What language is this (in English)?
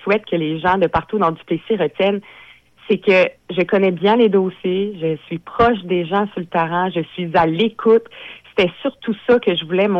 French